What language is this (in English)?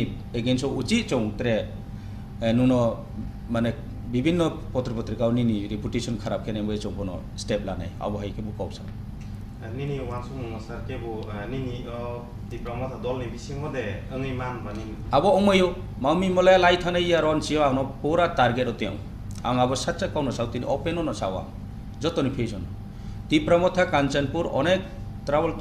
Riang (India)